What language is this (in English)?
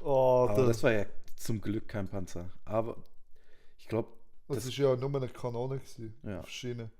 Swiss German